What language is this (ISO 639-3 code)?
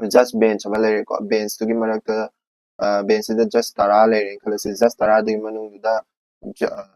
mni